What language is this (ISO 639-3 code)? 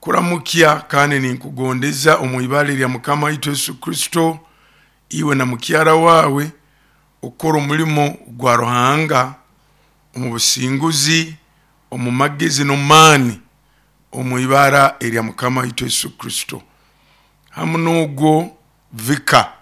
nyo